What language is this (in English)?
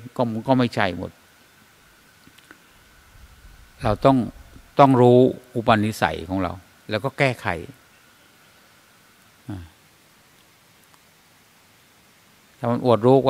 Thai